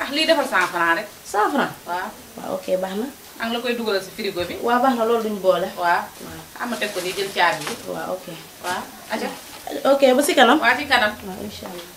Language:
Wolof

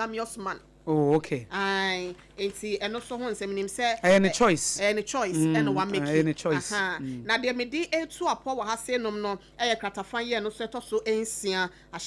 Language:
Akan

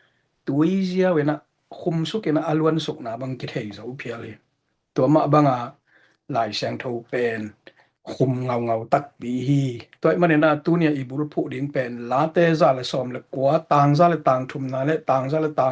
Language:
Tedim Chin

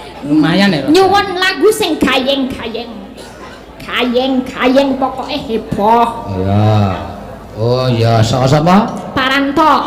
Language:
Javanese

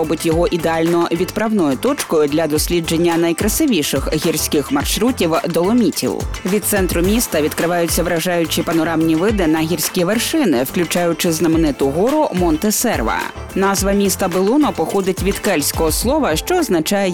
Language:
Ukrainian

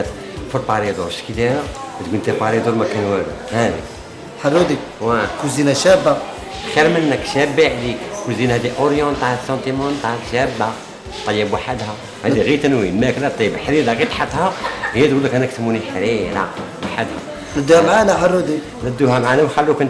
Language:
Algerian Arabic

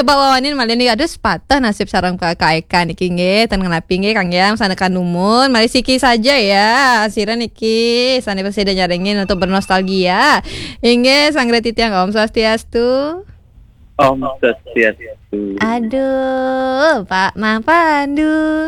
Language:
Balinese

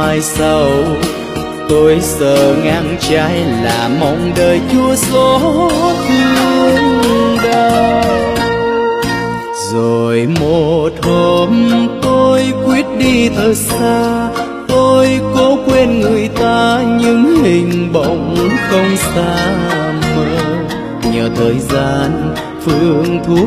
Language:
Vietnamese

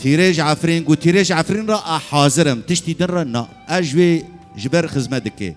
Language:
Kurdish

